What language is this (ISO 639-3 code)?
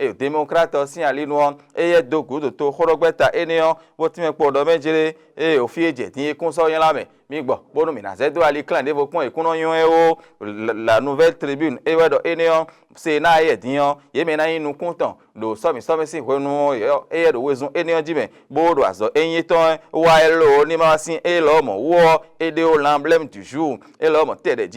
fon